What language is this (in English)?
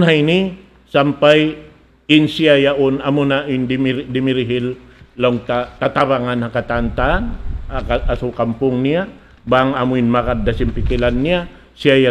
Tausug